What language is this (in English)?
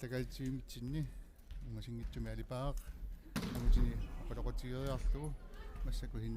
Kalaallisut